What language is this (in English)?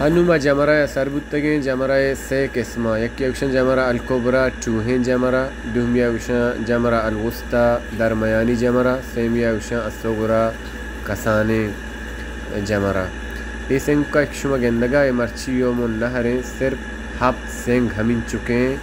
Baluchi